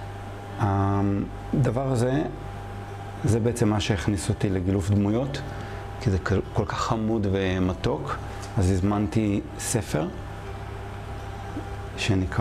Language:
Hebrew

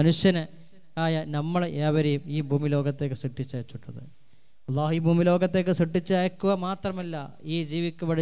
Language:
Malayalam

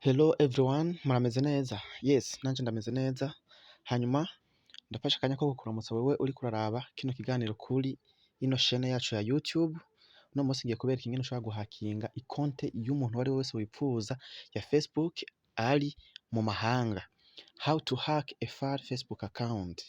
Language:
Rundi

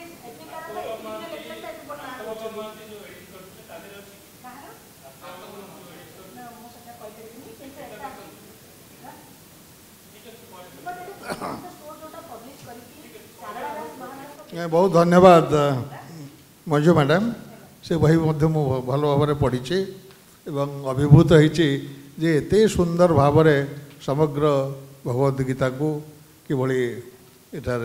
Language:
Odia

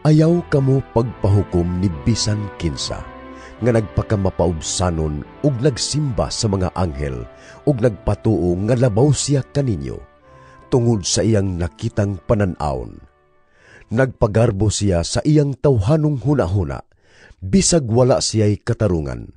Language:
Cebuano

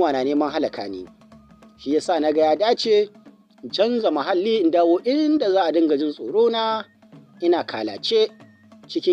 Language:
Hausa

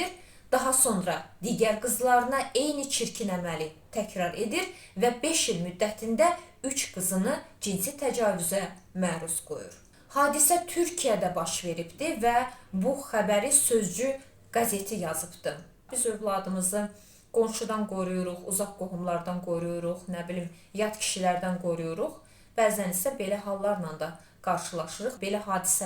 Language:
Azerbaijani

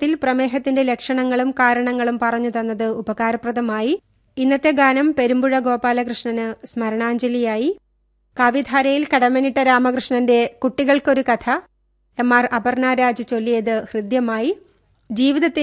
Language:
Malayalam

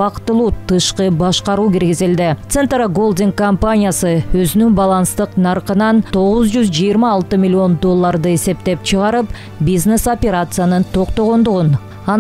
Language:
Kyrgyz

